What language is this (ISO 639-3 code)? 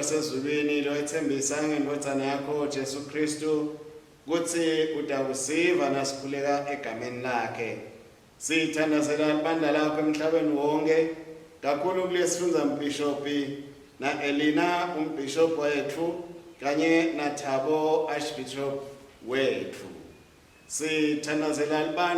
ssw